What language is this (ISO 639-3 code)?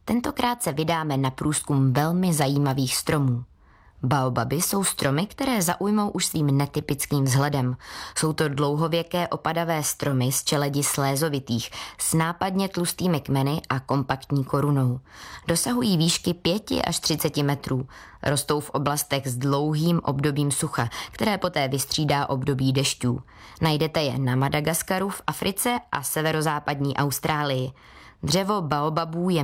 ces